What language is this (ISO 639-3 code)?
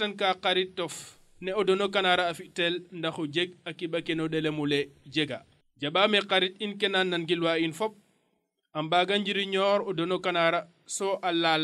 srr